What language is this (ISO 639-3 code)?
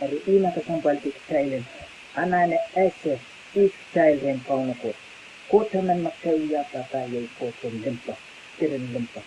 pon